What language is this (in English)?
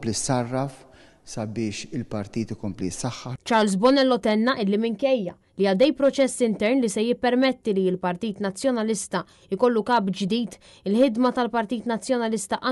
Maltese